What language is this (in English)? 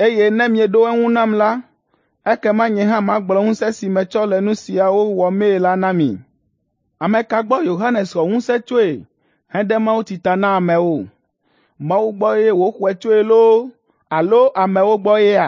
Ewe